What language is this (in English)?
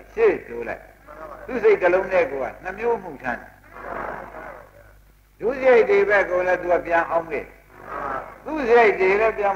Burmese